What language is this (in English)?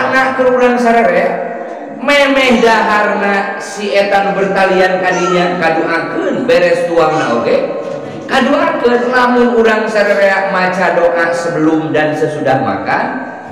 Sundanese